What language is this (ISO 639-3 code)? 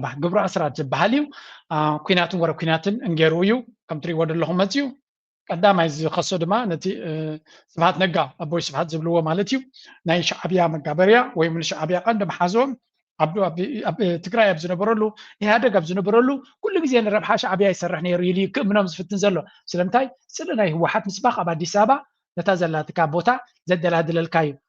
tir